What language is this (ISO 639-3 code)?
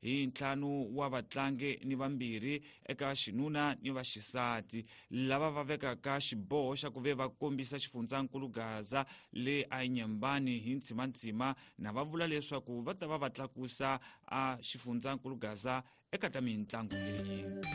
tso